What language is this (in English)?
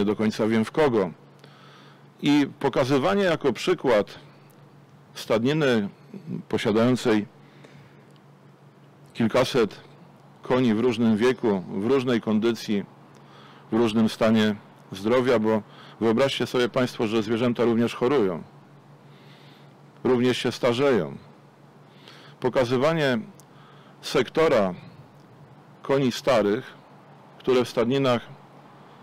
Polish